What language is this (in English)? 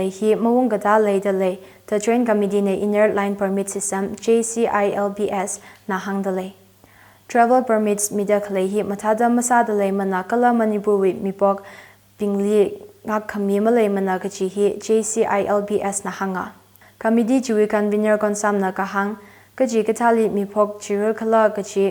Tangkhul Naga (India)